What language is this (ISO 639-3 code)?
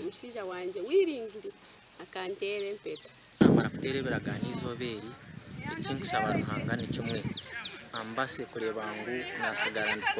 nyn